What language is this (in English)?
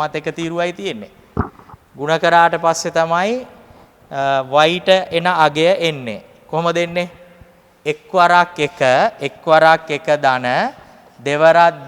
Sinhala